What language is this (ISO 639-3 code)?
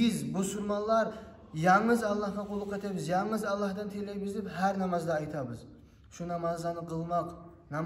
kum